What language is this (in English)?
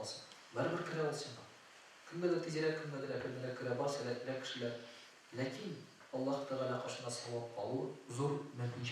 Tatar